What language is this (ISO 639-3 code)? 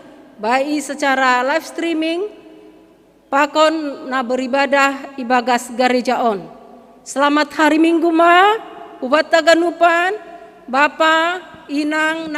bts